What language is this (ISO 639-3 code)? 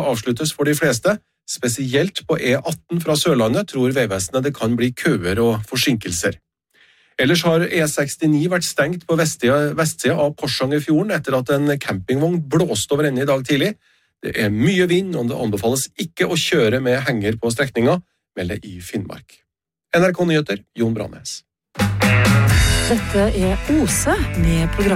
nor